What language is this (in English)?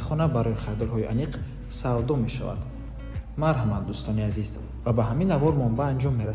Tajik